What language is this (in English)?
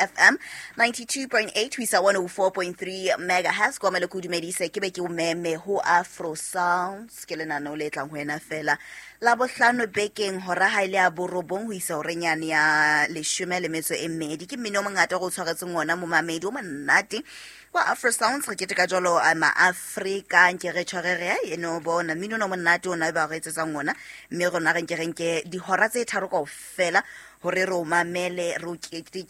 Southern Sotho